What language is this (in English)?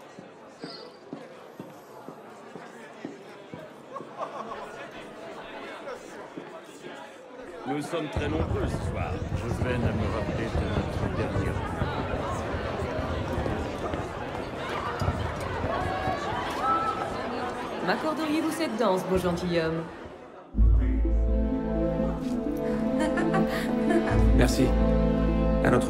French